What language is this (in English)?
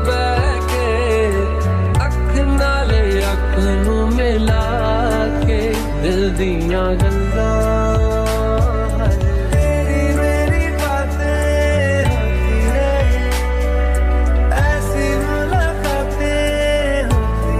Hindi